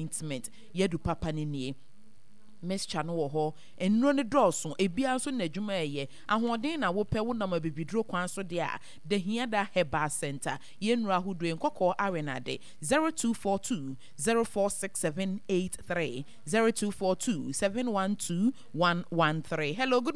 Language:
Akan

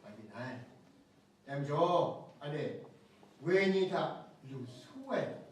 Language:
Kachin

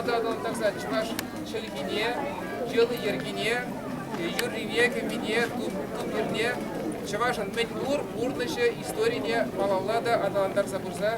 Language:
Chuvash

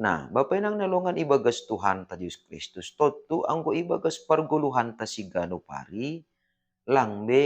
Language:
Batak Simalungun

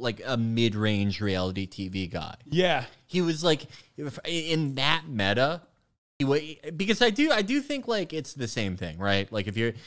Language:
English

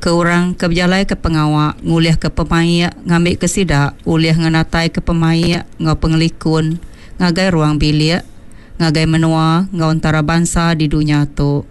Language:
Iban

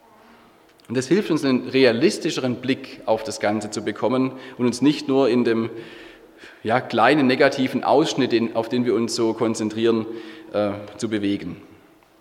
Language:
German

